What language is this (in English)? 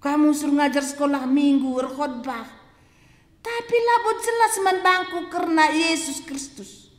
Batak Karo